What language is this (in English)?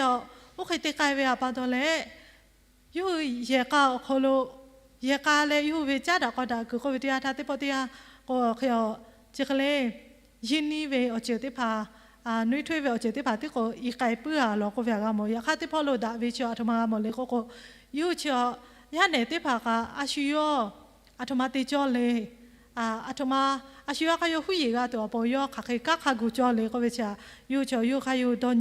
Lahu